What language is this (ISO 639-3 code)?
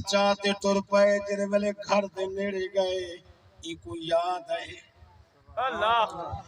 skr